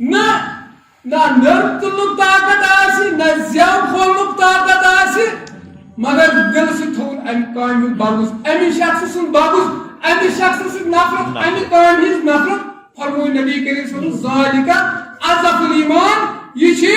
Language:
Kashmiri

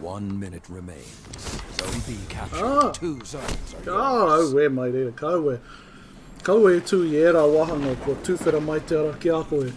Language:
Māori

